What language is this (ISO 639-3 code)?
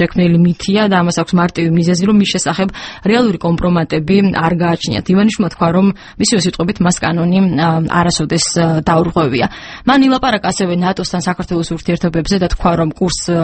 kat